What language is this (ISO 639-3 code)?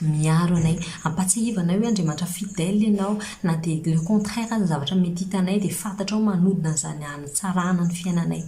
mlg